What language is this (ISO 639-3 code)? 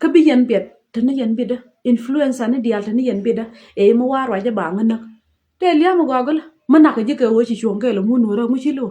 nus